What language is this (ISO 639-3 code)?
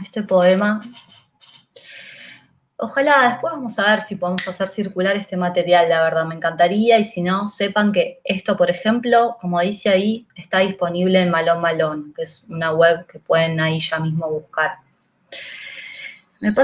spa